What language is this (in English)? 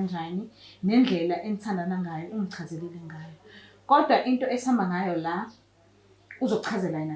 Zulu